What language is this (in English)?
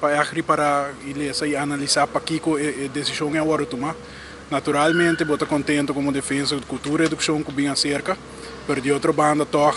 Papiamento